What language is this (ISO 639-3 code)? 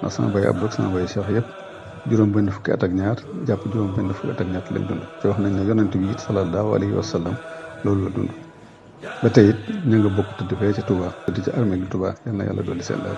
wol